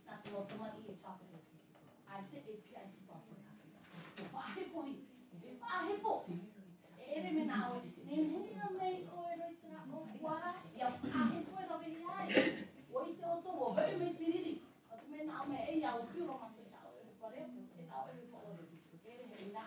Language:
Tahitian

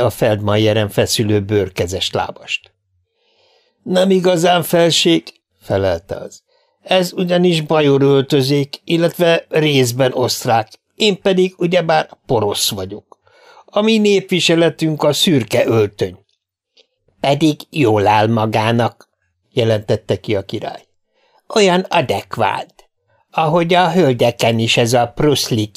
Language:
Hungarian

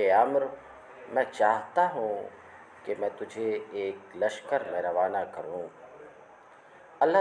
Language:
Urdu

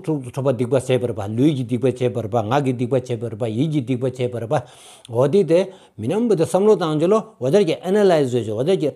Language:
Stod Bhoti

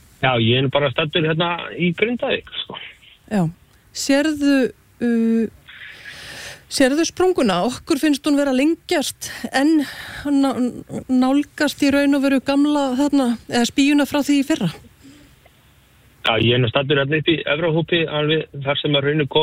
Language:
Icelandic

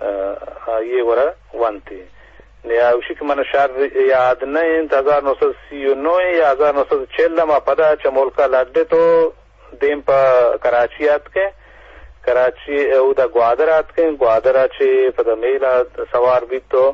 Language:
Eastern Balochi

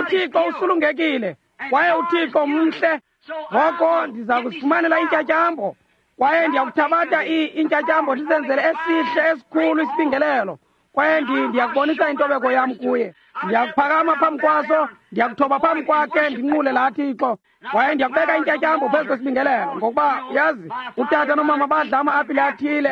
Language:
Xhosa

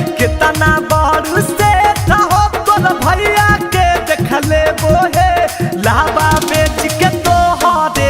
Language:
Magahi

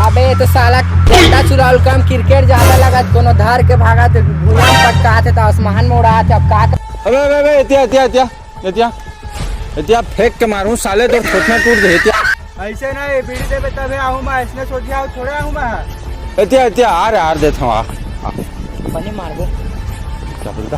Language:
Chhattisgarhi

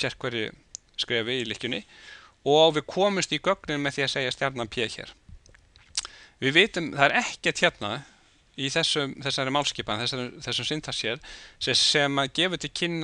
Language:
Icelandic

